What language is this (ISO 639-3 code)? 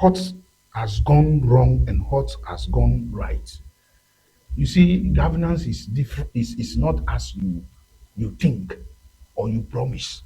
ewe